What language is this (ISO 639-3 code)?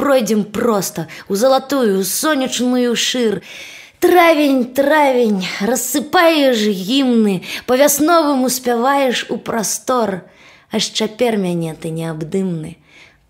bel